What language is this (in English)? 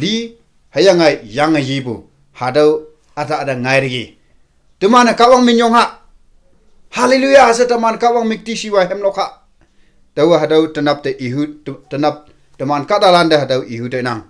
Konyak Naga